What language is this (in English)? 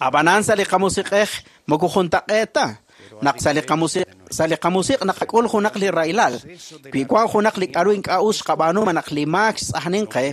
Kekchí